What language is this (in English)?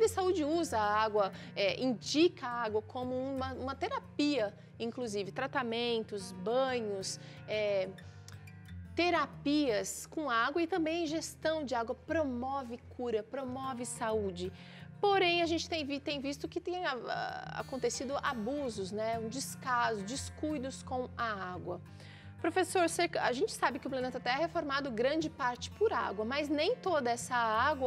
Portuguese